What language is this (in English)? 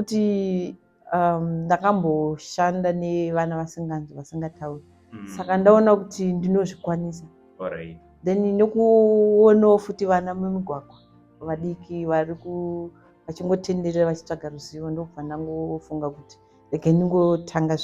Shona